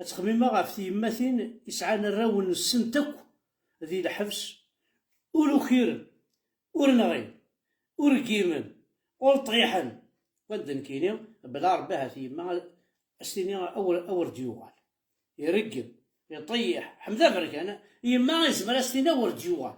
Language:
Kabyle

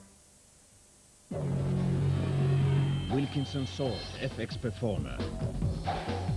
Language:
Finnish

